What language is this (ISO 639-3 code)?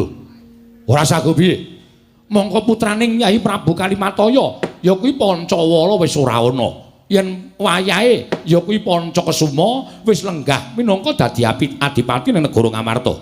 jav